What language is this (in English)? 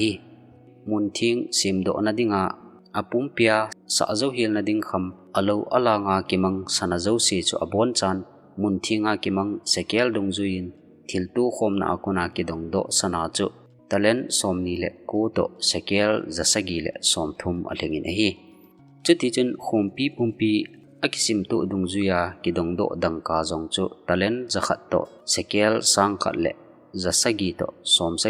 Thado Chin